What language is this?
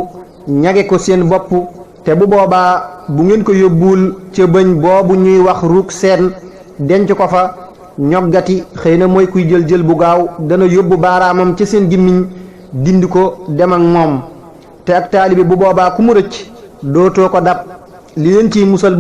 Wolof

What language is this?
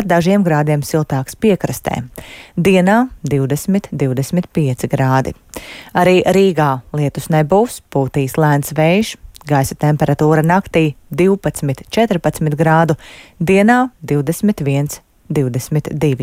Latvian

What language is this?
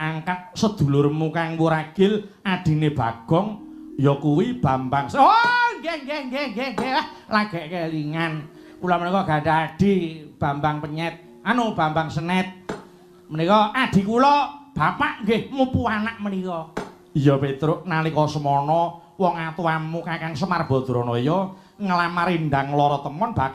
Javanese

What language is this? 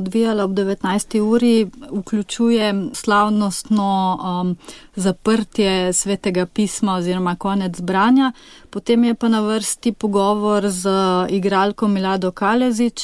Slovenian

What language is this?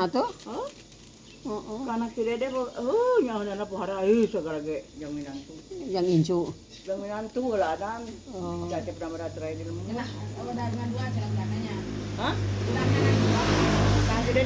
Sundanese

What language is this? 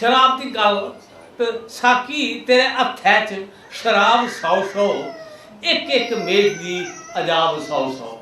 Dogri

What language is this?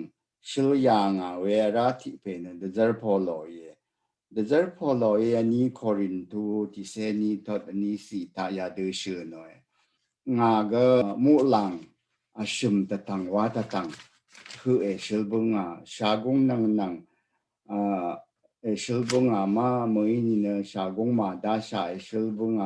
Rawang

